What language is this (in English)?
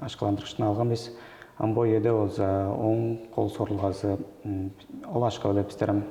Tuvinian